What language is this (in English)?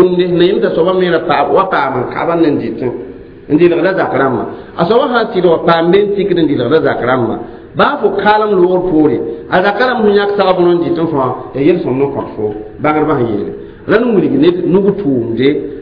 Mossi